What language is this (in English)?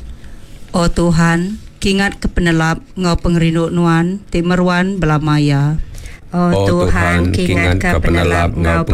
Iban